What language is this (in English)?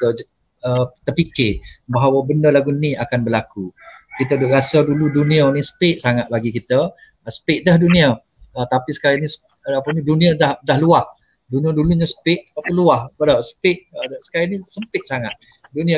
Malay